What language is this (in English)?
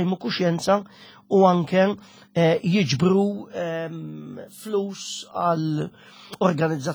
Maltese